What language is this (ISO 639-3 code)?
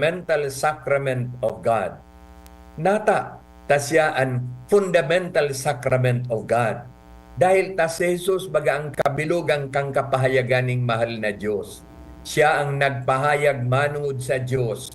bik